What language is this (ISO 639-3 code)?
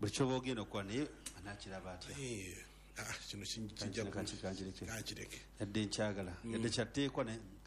lug